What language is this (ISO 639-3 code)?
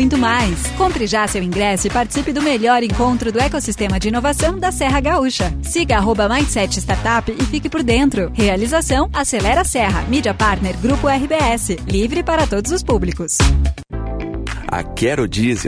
por